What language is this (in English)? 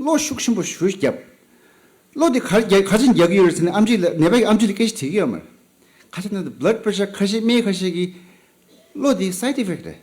Tibetan